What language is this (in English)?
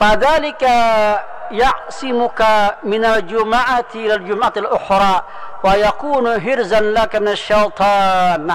Banjar